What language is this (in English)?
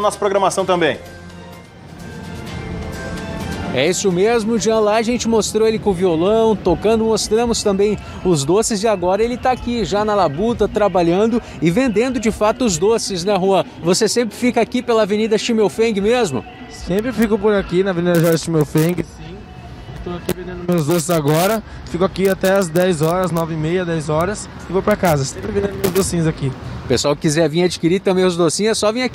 Portuguese